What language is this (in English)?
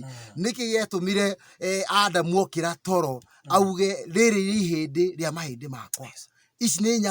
Kikuyu